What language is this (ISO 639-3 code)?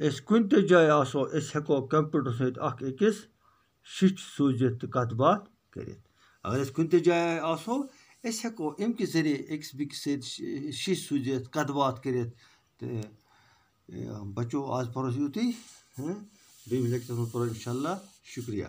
kas